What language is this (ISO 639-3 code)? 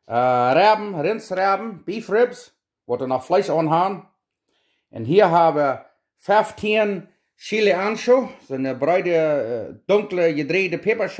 pdt